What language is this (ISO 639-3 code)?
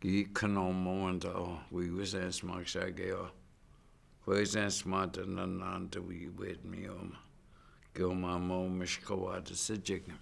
ciw